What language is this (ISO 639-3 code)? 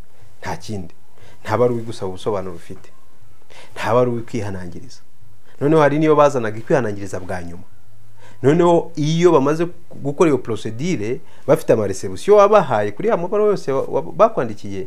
kin